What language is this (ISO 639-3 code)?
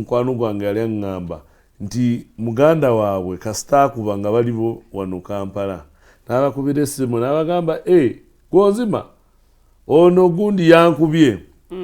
lug